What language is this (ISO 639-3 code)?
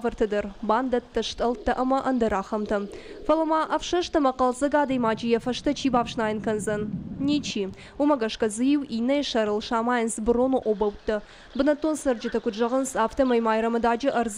oss